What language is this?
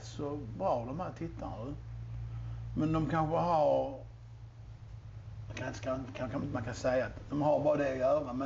Swedish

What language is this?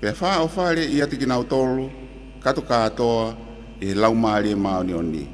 Tongan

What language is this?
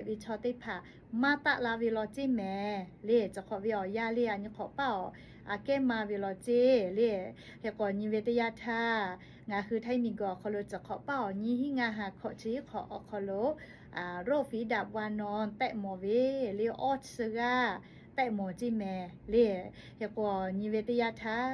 Lahu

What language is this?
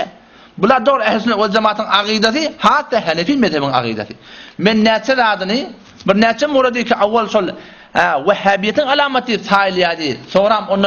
Turkmen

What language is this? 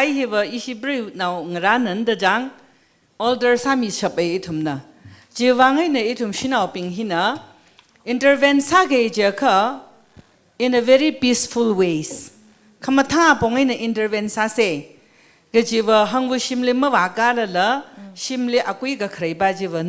Tangkhul Naga (India)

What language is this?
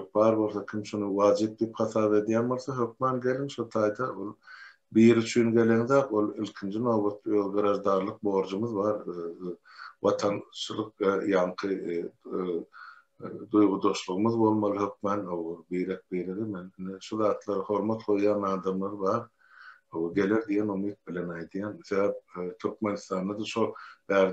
Turkmen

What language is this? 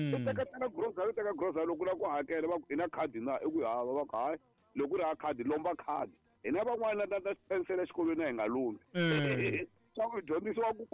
Tsonga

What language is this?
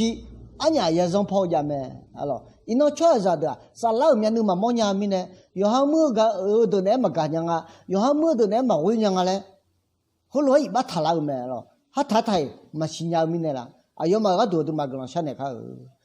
Akha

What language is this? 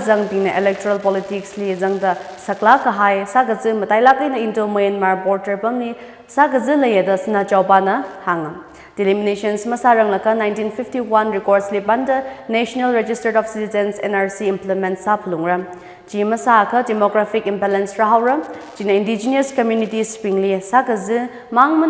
Tangkhul Naga (India)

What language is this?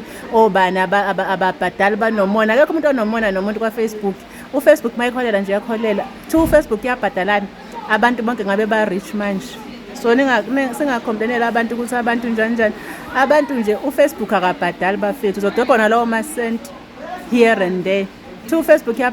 Zulu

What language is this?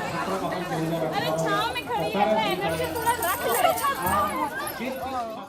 Santali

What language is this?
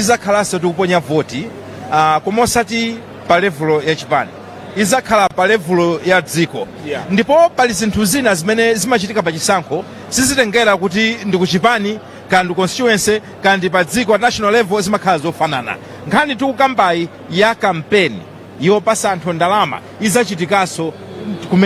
Nyanja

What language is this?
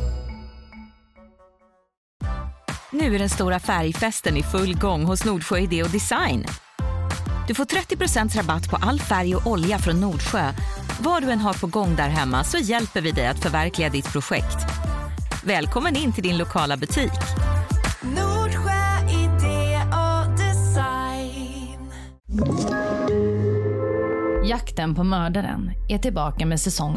Swedish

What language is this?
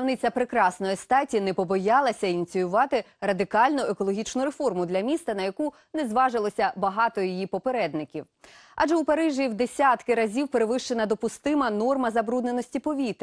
Ukrainian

